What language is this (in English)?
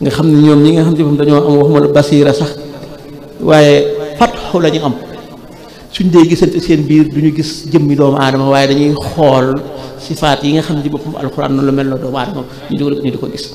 Wolof